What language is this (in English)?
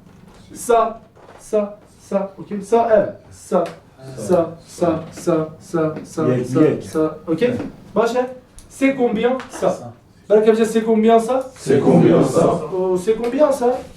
Kurdish